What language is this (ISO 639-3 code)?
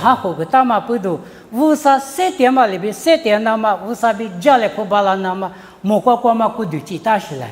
lis